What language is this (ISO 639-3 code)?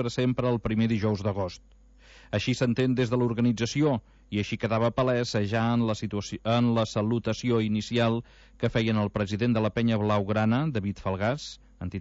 cat